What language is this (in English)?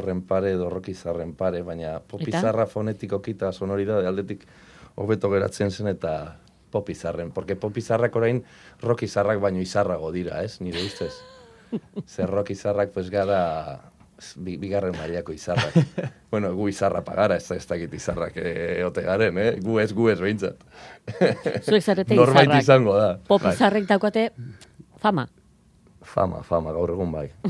Basque